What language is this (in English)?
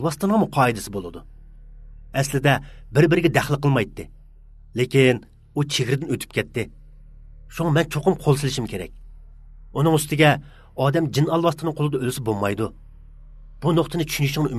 Uyghur